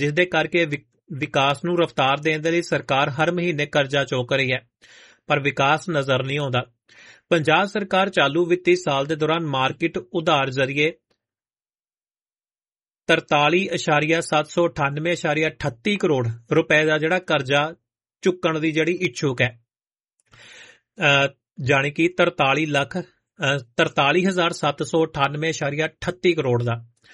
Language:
Punjabi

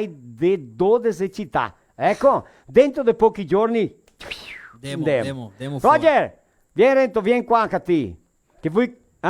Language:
Venetian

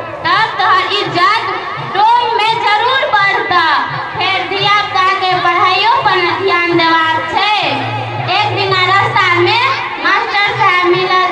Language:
Maithili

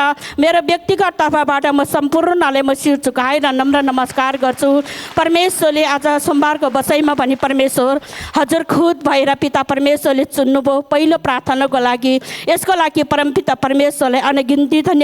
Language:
Nepali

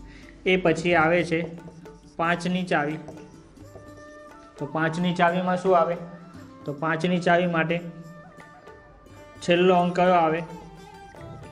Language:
Gujarati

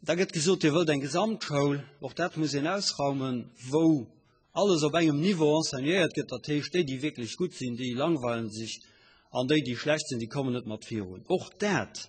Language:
Luxembourgish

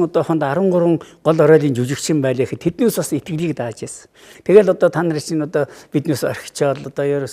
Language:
Mongolian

